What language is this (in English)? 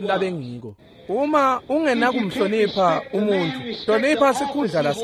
Swati